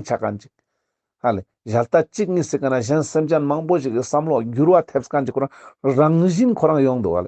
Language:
Ladakhi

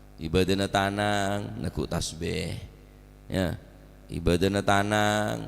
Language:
Madurese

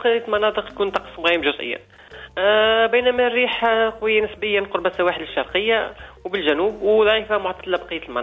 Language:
Tunisian Arabic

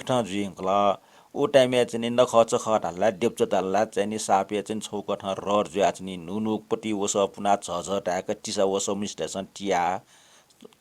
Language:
Newari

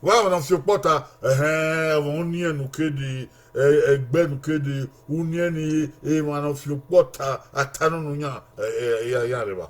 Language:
Bini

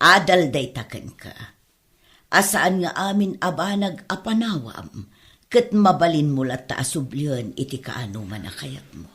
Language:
Iloko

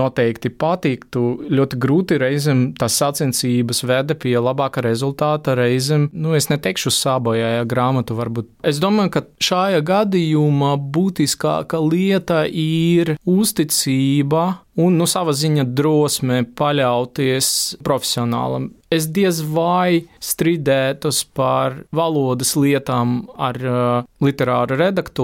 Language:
Latvian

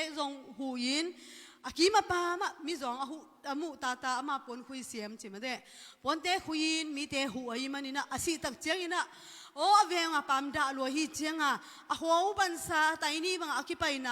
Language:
Tedim Chin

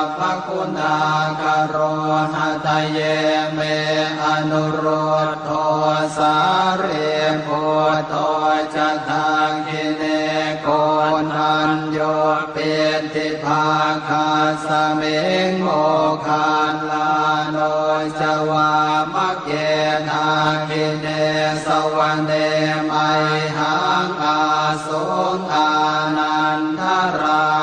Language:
Pali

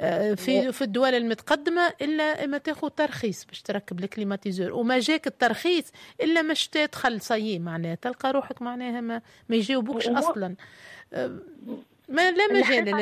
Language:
Tunisian Arabic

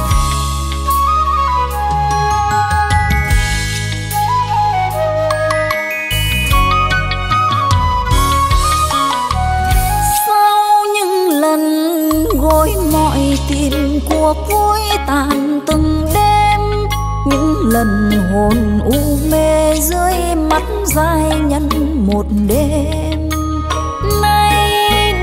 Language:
Vietnamese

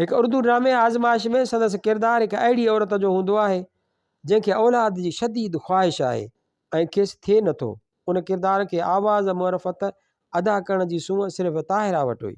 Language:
Sindhi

